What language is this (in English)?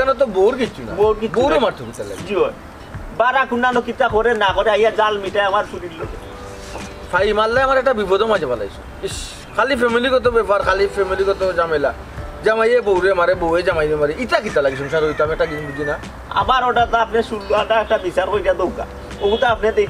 Sylheti